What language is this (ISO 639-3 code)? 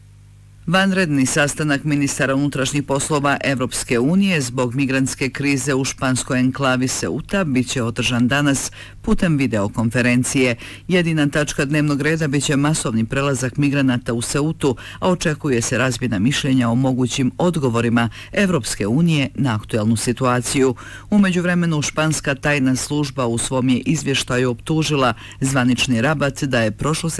bos